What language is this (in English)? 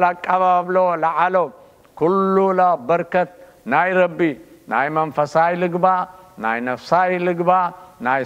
Tigrinya